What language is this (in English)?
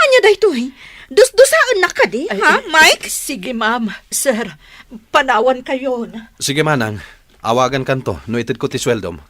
Iloko